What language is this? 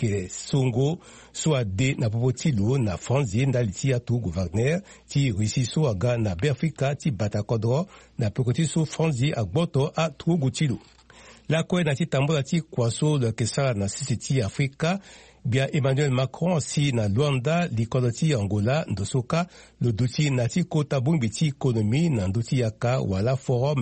Sango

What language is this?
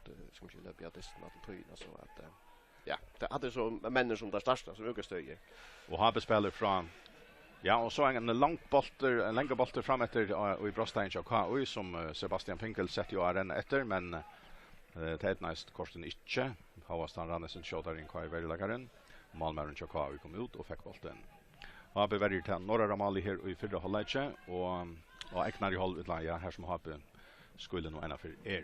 Faroese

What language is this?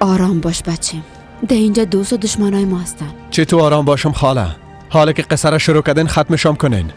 Persian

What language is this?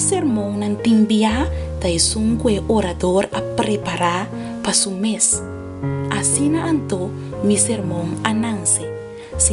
Papiamento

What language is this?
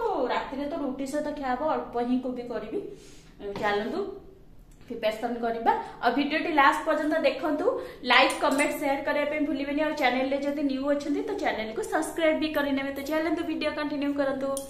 Odia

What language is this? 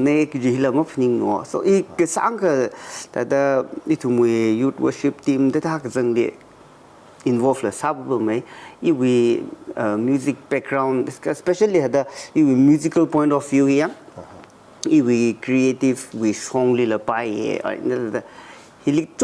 Tangkhul Naga (India)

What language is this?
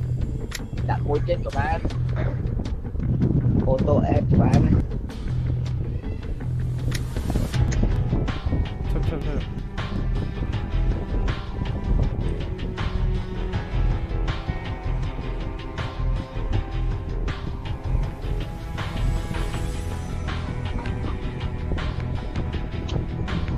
Vietnamese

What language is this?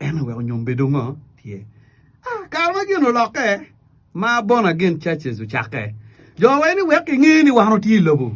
Acoli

